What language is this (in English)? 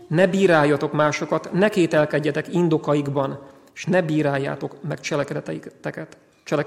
Hungarian